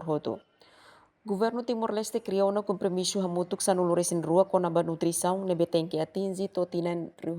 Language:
Tetum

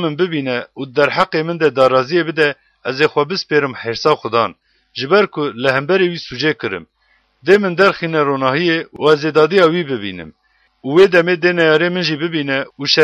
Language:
Kurdish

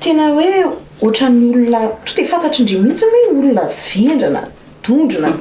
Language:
Malagasy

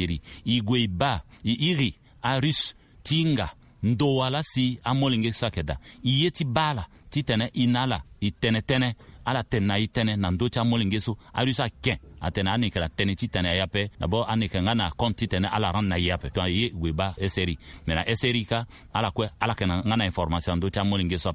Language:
Sango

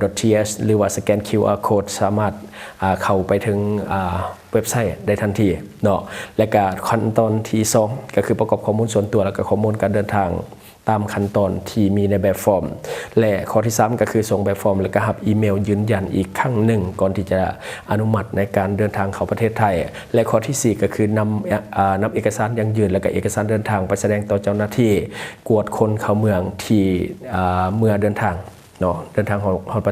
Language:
Lao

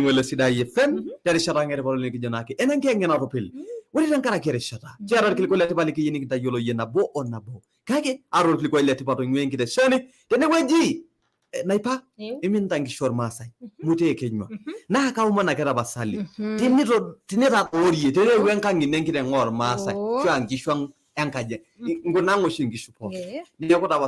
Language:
Masai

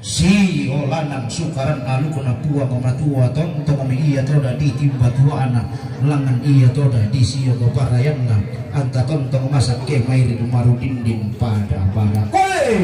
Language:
Toraja-Sa'dan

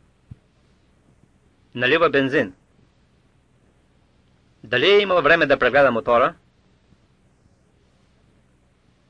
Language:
Bulgarian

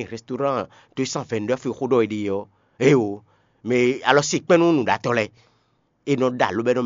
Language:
Fon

